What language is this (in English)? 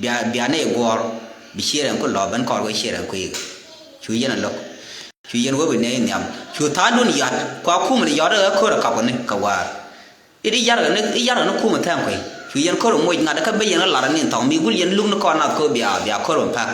Nuer